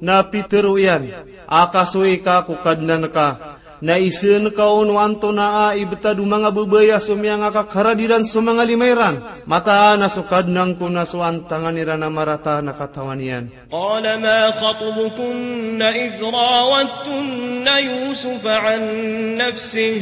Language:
Maranao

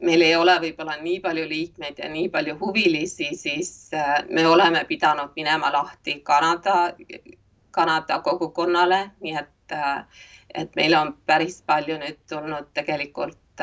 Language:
Estonian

